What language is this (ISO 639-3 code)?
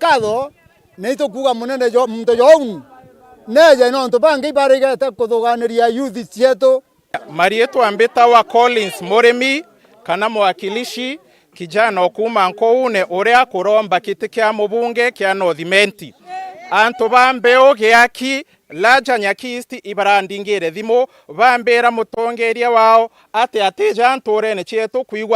mer